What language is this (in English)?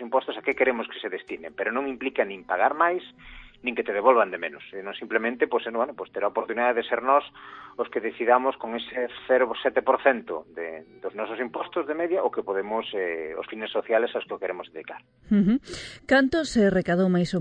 Galician